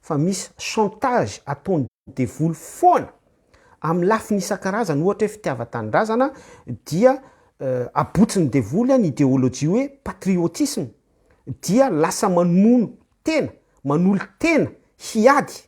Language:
Malagasy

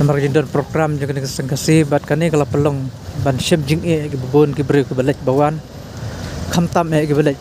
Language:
Khasi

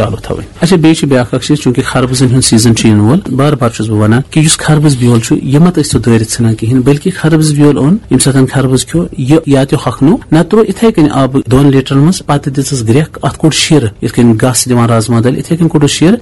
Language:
Kashmiri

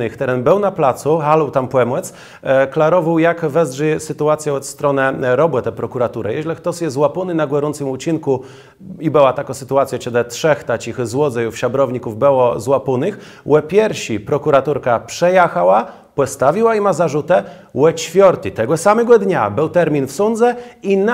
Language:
Kashubian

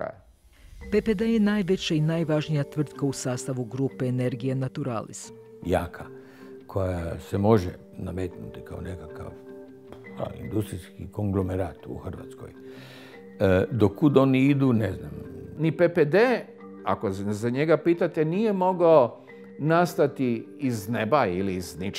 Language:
Croatian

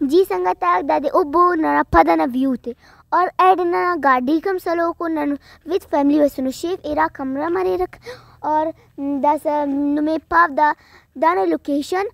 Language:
Brahui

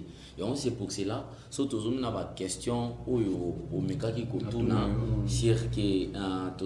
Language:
Lingala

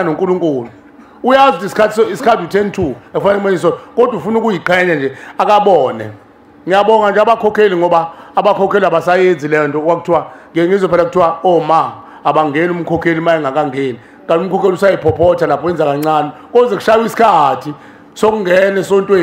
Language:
Zulu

